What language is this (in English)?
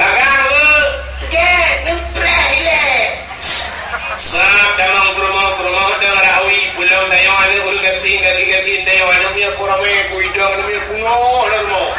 Achinese